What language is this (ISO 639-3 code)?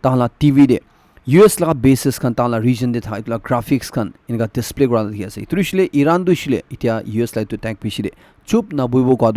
nag